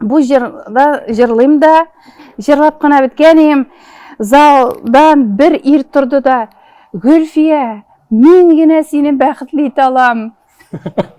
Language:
Tatar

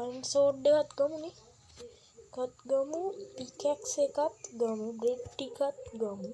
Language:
Sinhala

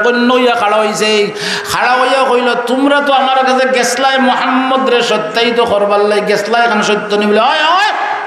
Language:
Sylheti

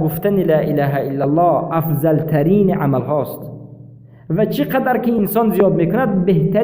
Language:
Persian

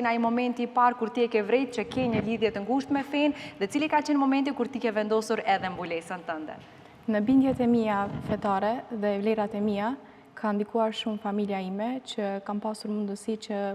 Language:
Albanian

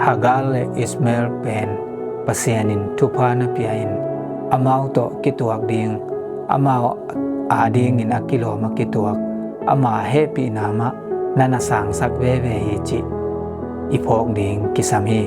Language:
Tedim Chin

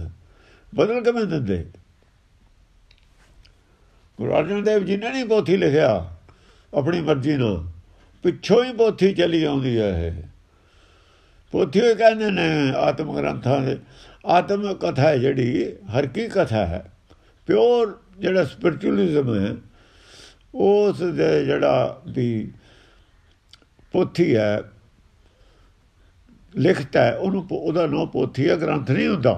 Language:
Punjabi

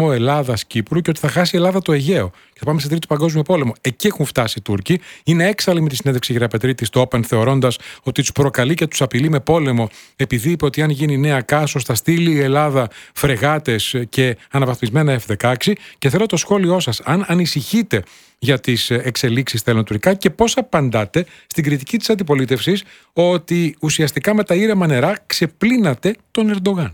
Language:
Greek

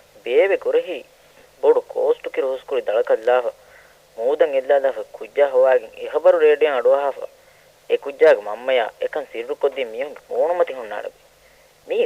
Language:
Divehi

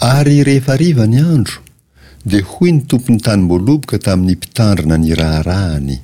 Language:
Malagasy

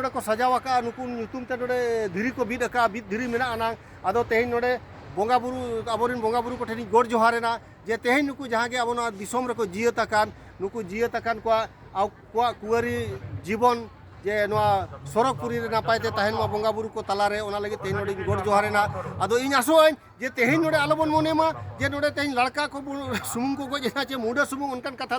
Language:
Santali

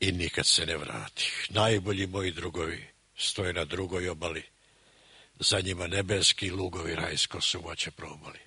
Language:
Serbian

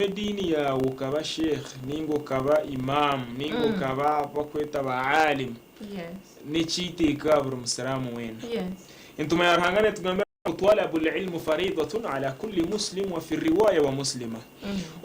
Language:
Nyankole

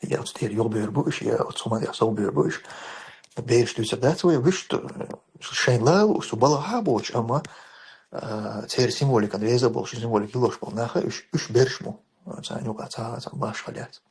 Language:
Chechen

